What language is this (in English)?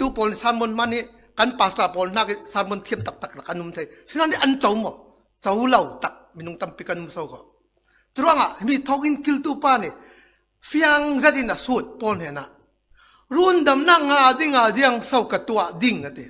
Falam Chin